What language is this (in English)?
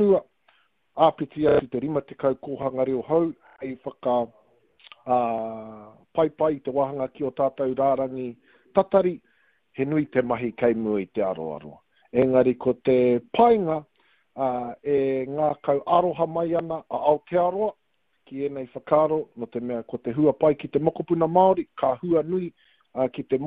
Māori